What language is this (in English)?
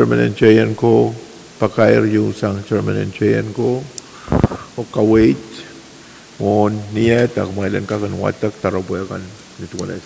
Pohnpeian